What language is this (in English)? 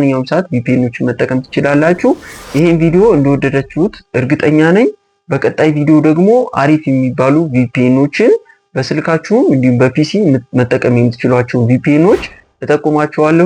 Amharic